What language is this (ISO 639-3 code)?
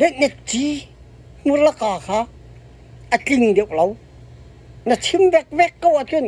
cnh